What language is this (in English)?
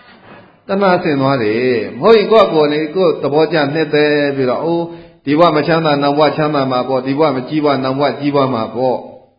Burmese